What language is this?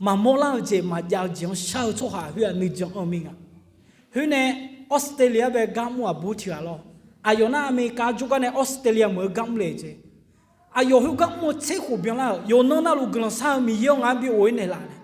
Akha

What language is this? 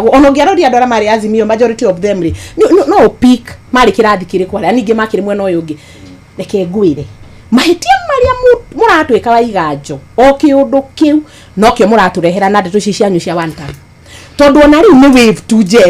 Kikuyu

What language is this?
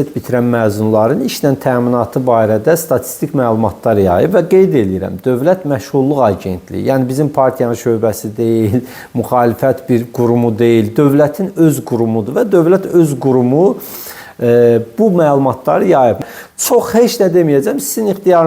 Azerbaijani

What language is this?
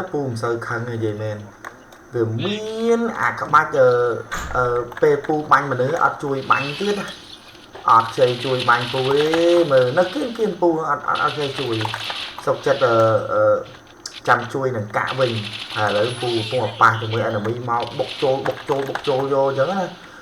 Khmer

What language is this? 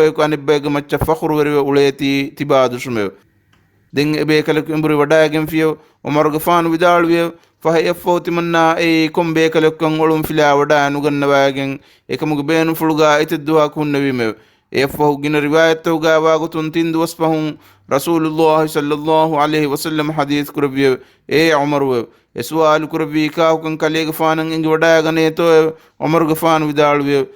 Divehi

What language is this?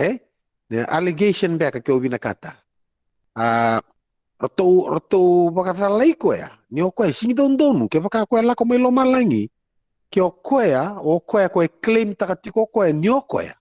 Fijian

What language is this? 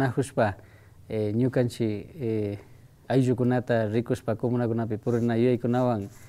Imbabura Highland Quichua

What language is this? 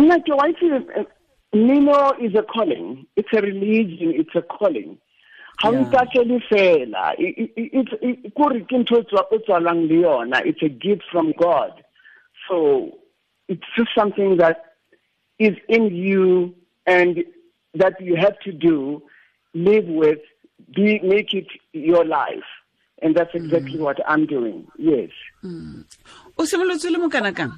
Tswana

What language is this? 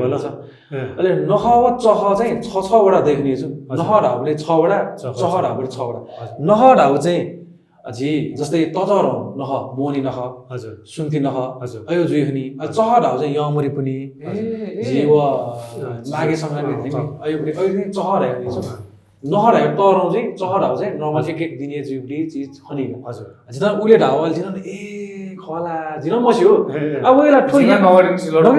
Newari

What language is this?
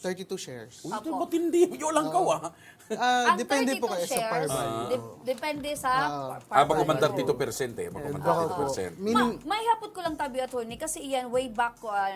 Bikol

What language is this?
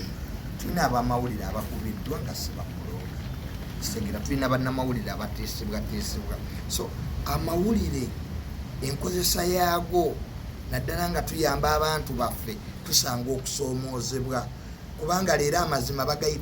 Ganda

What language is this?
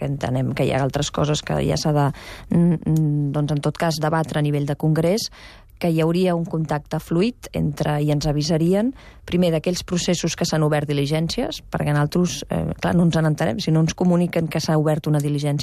Catalan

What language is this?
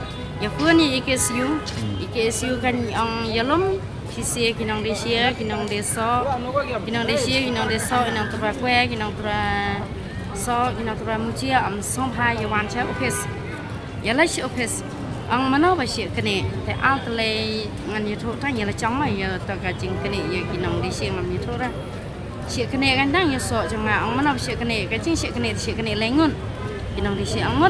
Khasi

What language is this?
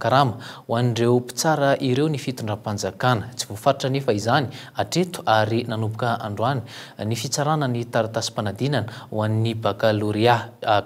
Malagasy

